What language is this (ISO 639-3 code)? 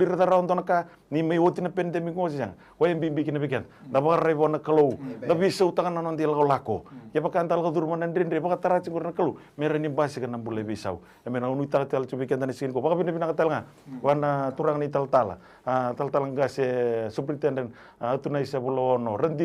fij